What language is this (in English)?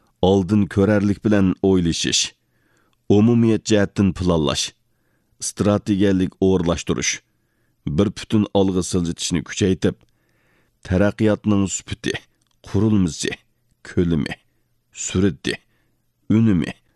Uyghur